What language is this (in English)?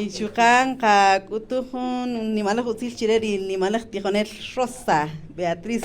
Kaqchikel